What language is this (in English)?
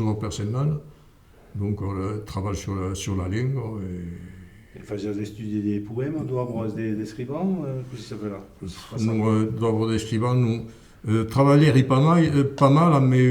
Occitan